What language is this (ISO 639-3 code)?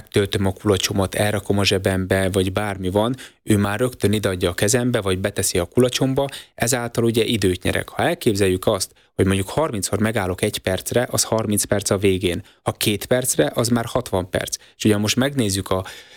hun